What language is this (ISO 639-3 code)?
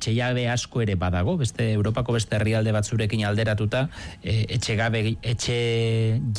eus